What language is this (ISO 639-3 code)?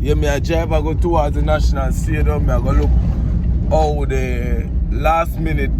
jam